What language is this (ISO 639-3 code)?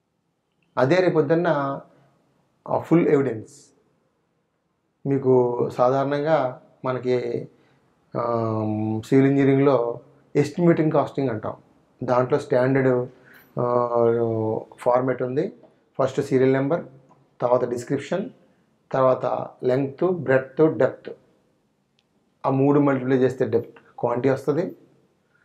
tel